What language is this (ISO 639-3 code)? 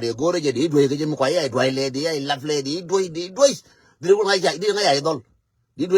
nus